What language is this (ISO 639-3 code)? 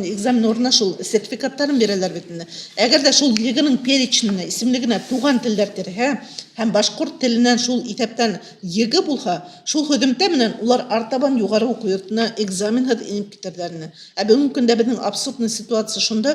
bak